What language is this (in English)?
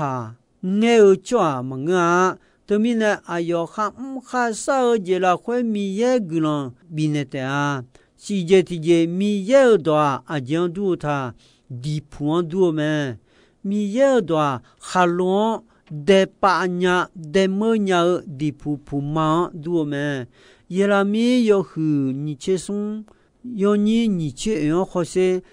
Akha